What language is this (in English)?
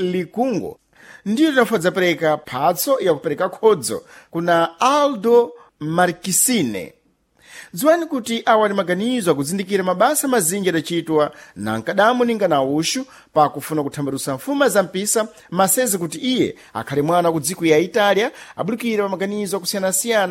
Sena